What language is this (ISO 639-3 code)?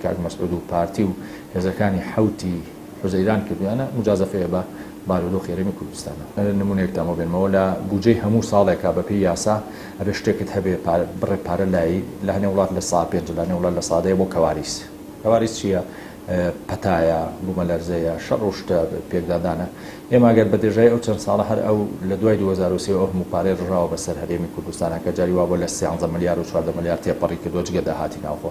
ckb